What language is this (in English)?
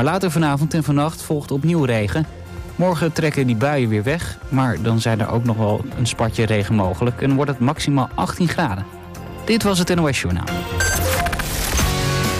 Dutch